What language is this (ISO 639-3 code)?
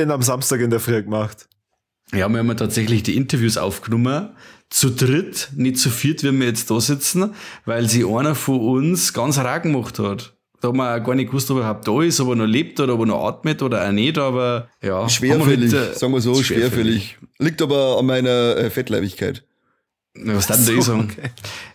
bar